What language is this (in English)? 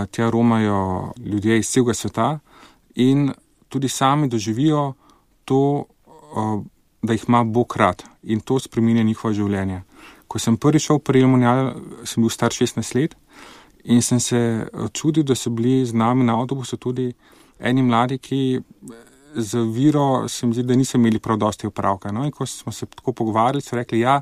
Slovenian